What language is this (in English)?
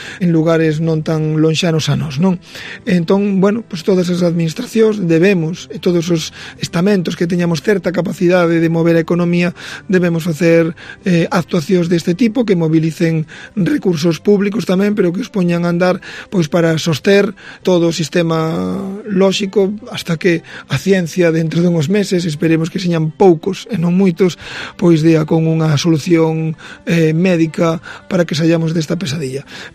Galician